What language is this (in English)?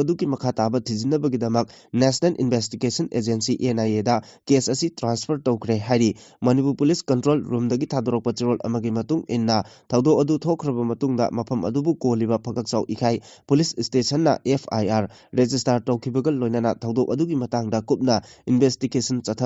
Manipuri